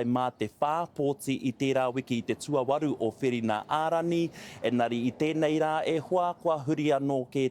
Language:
Māori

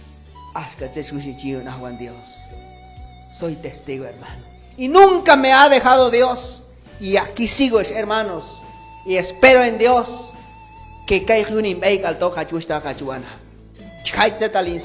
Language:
Q'anjob'al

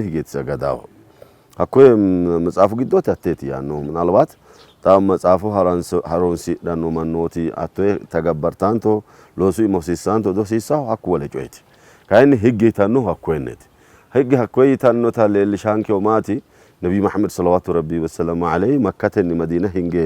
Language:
Sidamo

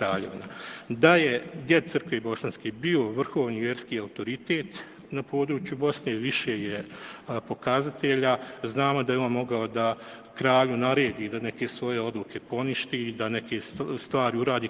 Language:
Bosnian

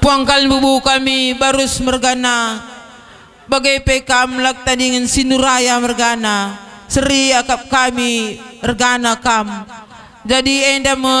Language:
Batak Karo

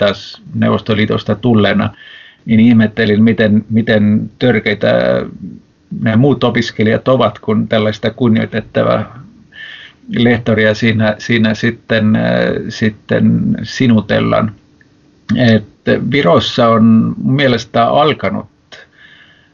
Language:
Finnish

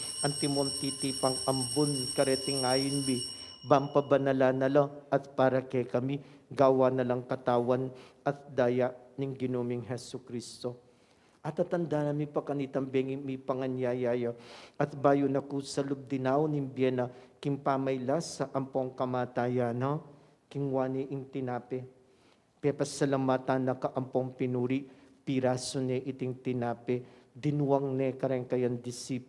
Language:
Pampanga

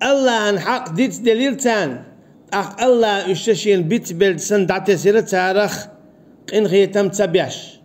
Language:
Chechen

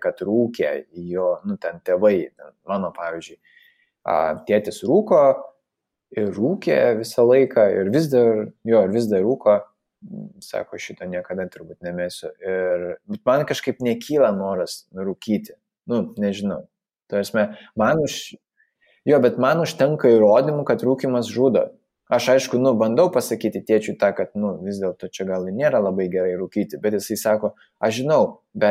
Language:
Lithuanian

